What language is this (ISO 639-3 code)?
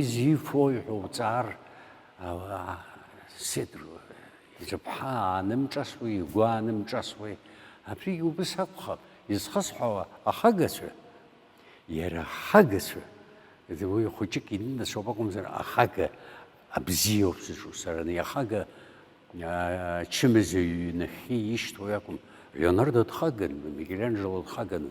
abk